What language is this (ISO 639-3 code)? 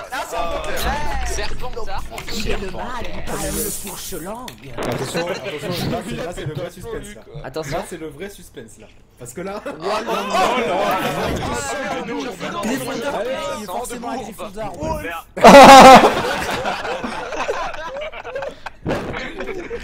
fra